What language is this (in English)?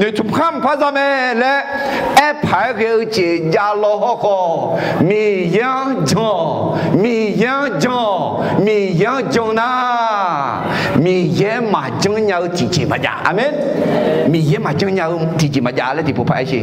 Akha